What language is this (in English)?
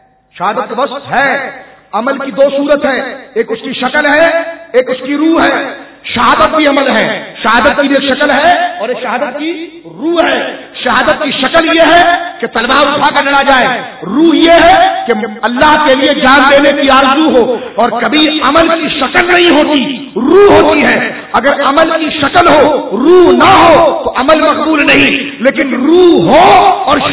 Urdu